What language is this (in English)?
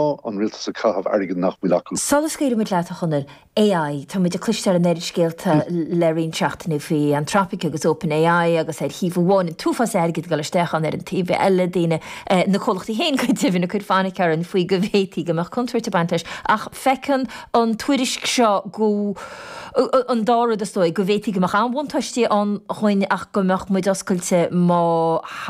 Irish